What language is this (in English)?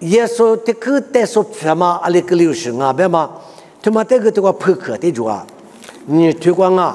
Lisu